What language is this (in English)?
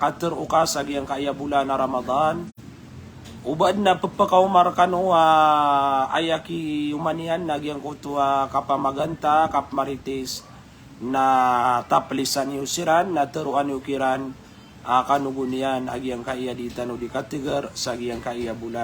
Maranao